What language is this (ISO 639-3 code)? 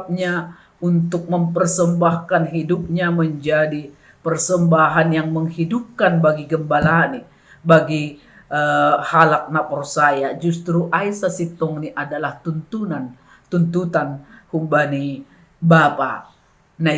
bts